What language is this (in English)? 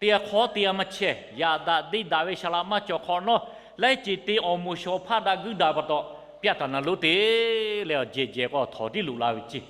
Lahu